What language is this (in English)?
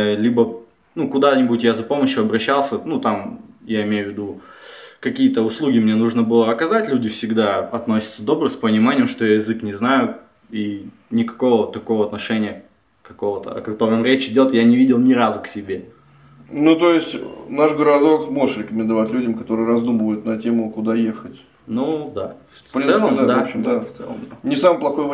Russian